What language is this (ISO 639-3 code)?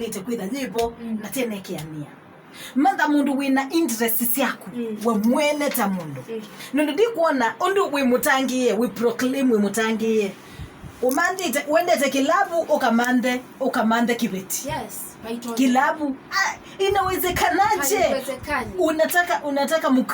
kam